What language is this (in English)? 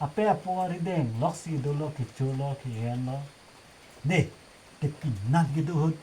Karbi